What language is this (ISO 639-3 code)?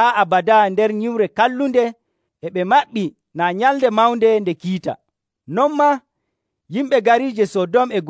fuv